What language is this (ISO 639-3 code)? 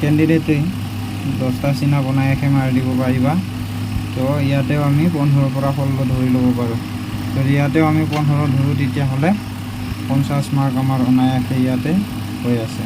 asm